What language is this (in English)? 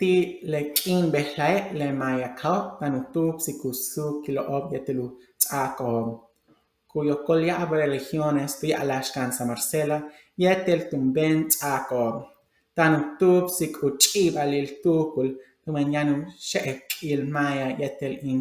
Yucateco